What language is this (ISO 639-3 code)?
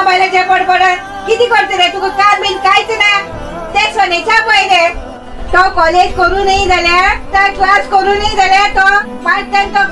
kok